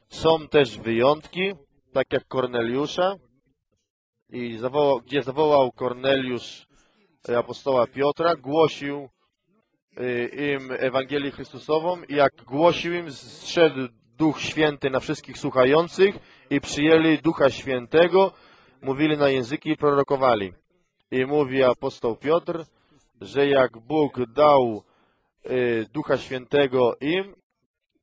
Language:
Polish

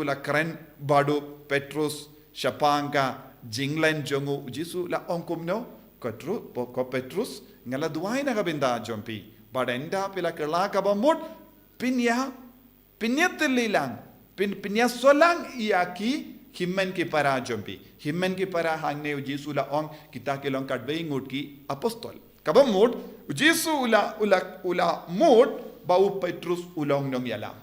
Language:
Khasi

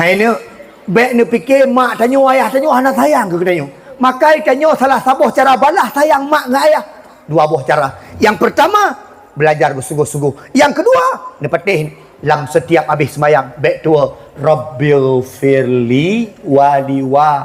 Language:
Achinese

